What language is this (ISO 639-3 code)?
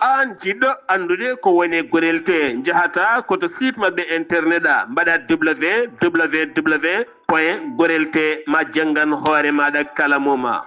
ful